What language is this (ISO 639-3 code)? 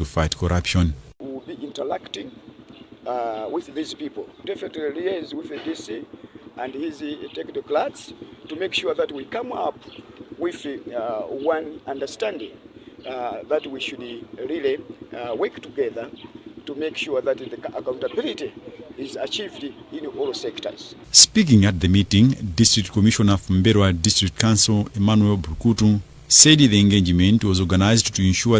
eng